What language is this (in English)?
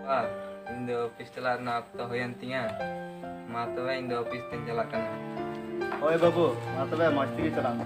Santali